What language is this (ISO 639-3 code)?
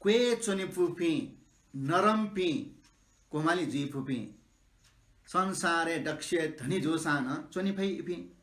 new